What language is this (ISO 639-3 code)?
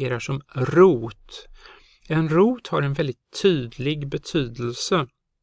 swe